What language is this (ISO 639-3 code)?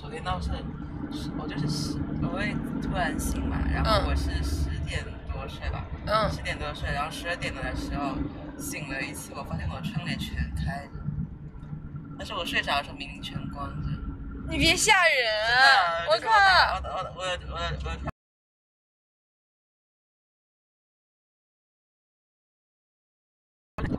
zho